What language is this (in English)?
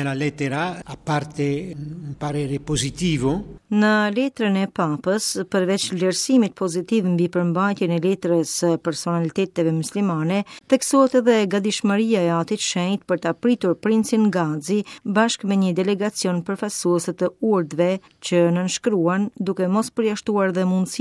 Albanian